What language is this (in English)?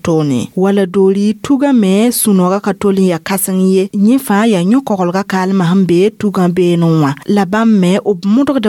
Mossi